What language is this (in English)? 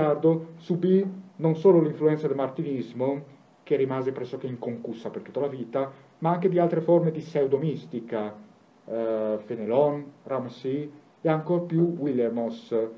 Italian